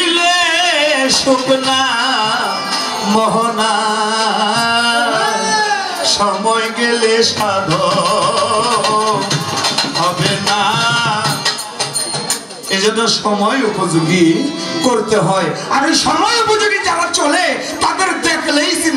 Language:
Bangla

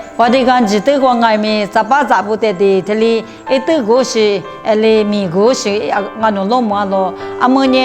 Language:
Lisu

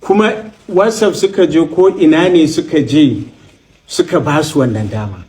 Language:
Hausa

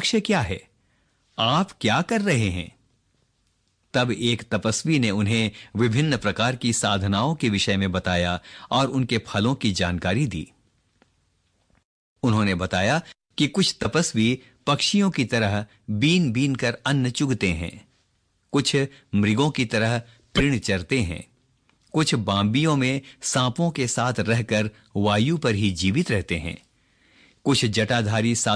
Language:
Hindi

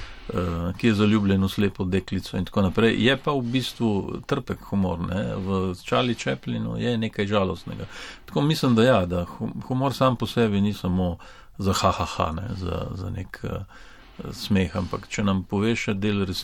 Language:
Slovenian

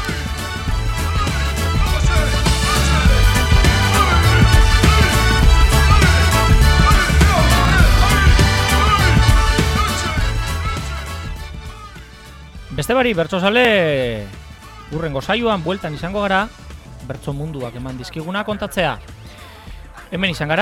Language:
Basque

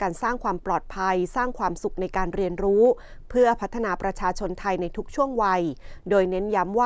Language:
Thai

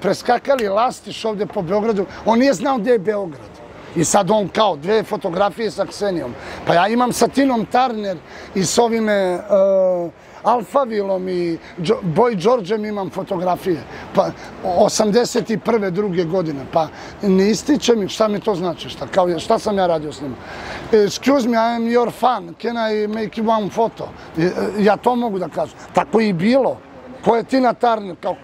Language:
Serbian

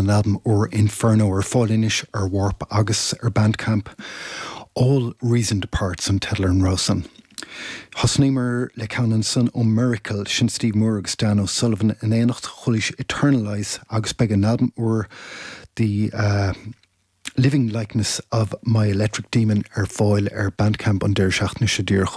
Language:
Irish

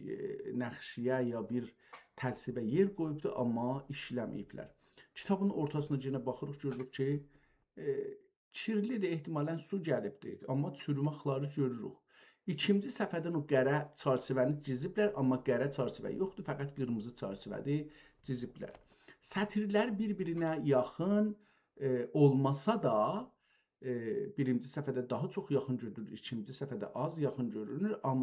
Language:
South Azerbaijani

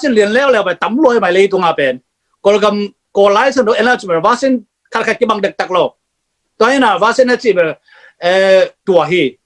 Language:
Tedim Chin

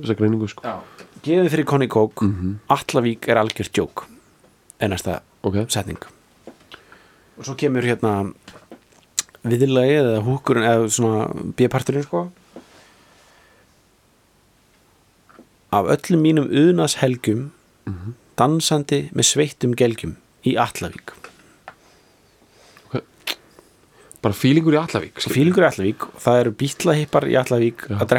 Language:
Icelandic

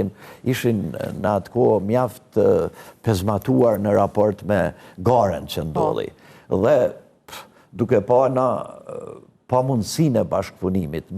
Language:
Albanian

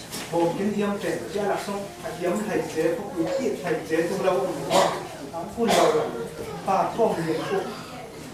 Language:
Falam Chin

